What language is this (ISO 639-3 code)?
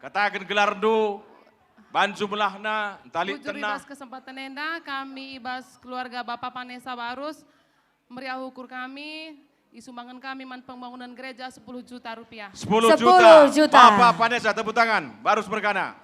btx